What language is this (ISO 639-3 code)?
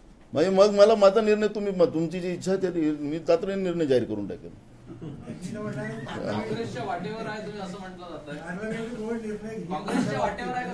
mar